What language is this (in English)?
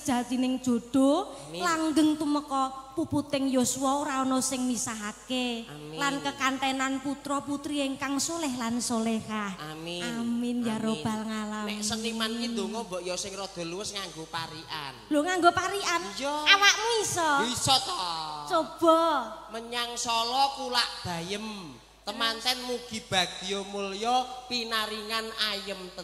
Javanese